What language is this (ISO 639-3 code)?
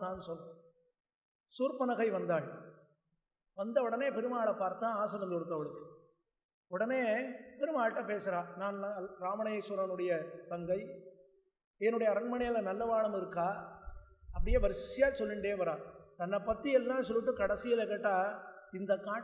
tam